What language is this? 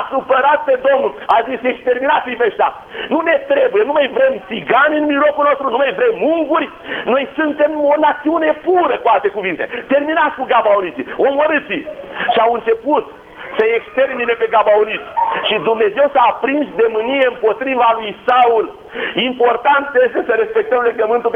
Romanian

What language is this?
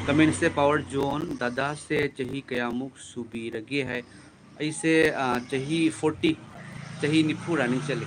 Manipuri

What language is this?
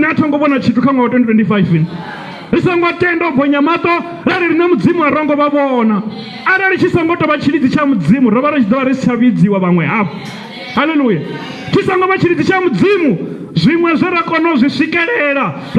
Venda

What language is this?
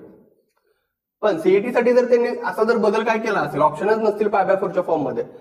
Marathi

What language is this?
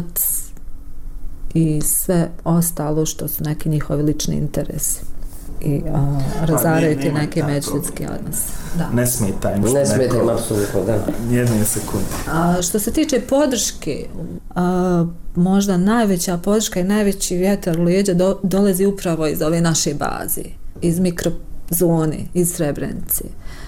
Bosnian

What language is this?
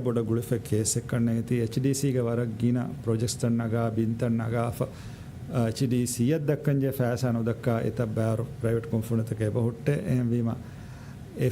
Divehi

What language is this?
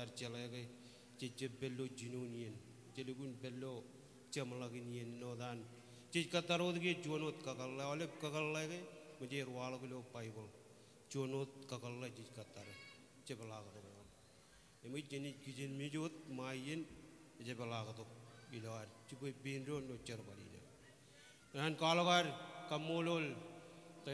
Marshallese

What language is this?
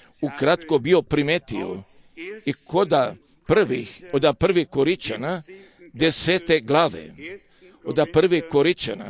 Croatian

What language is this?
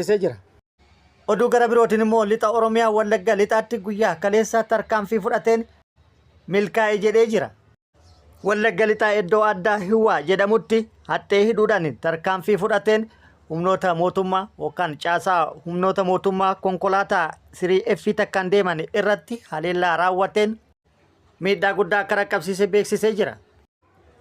Oromo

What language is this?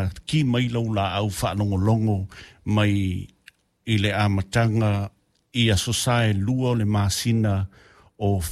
Samoan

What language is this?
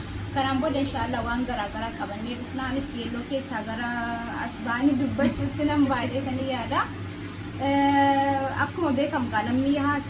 Oromo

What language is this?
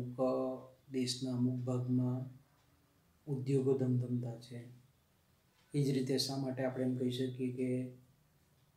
Gujarati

